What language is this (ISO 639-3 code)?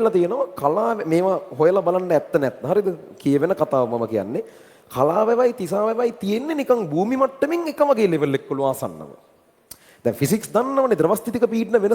sin